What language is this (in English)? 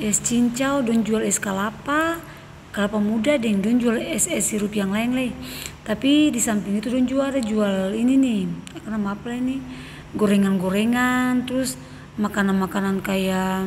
Ambonese Malay